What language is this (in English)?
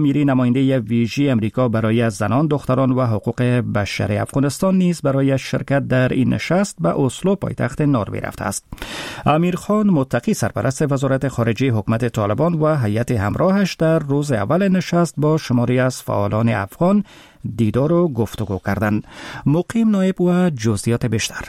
Persian